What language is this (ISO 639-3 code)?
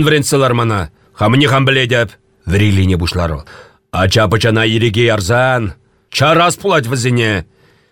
chv